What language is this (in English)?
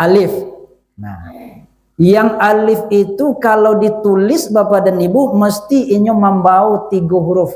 Minangkabau